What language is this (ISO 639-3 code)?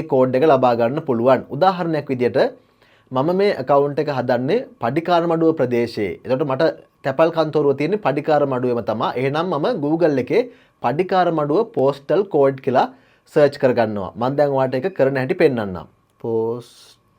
sin